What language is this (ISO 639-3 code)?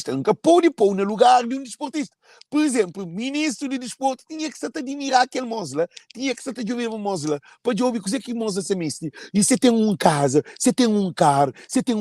kea